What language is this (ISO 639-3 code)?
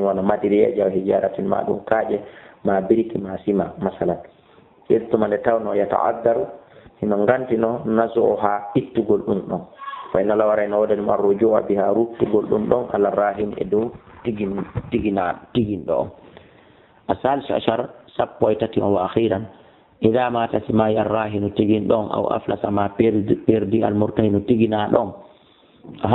ful